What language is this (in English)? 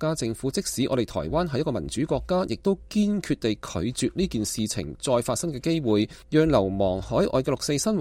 Cantonese